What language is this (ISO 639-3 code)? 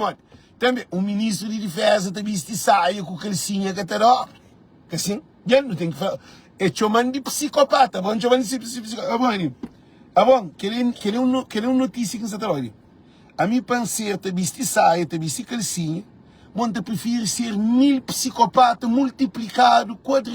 kea